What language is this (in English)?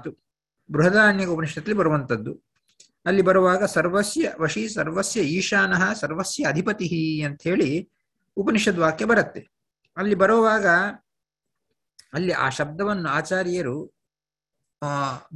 Kannada